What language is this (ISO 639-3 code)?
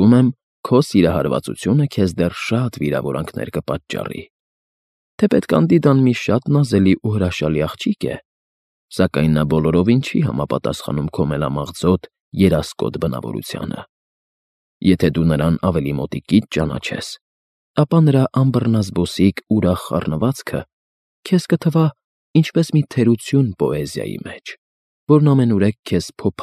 hye